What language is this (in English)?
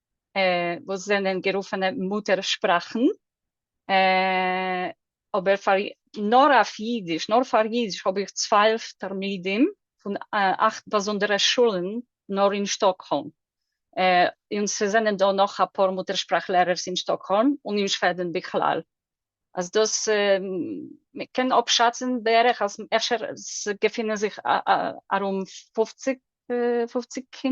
Yiddish